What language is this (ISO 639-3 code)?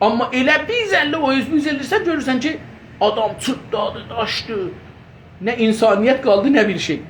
azb